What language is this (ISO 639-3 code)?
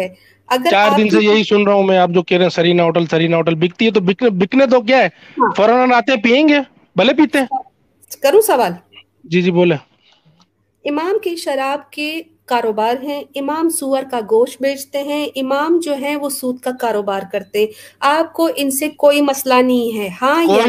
urd